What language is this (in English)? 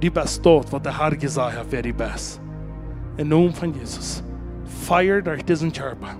Plautdietsch